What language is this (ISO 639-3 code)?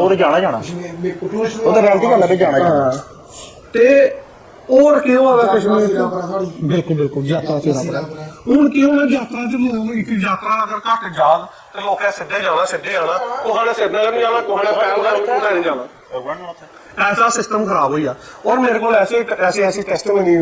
doi